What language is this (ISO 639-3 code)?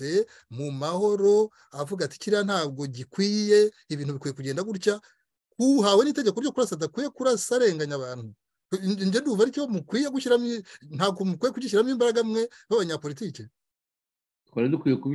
kin